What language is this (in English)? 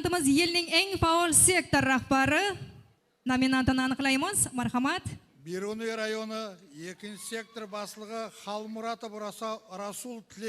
Kara-Kalpak